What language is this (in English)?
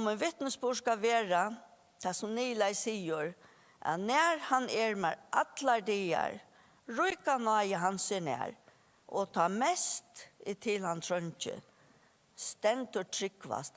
Faroese